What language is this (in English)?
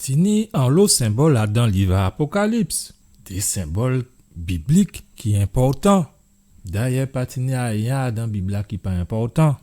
Guadeloupean Creole French